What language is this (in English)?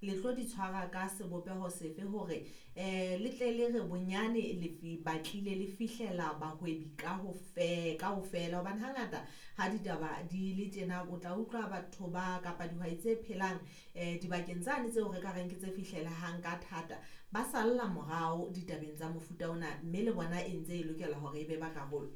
Southern Sotho